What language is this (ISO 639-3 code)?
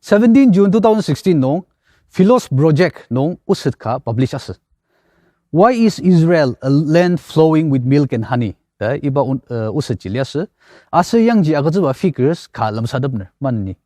njo